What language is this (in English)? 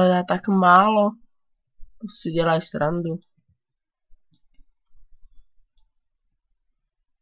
Czech